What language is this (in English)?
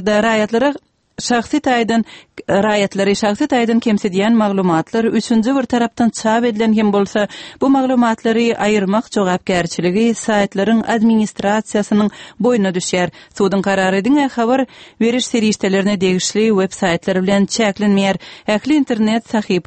Turkmen